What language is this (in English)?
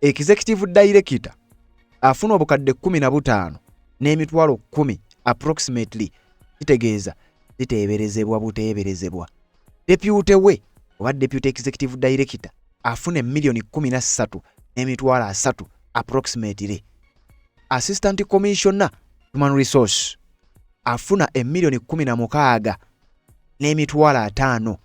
Ganda